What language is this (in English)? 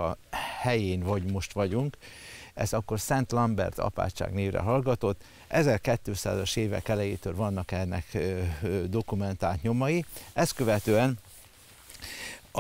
Hungarian